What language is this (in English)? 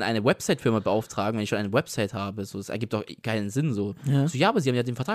German